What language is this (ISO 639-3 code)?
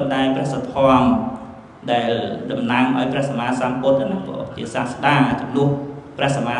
khm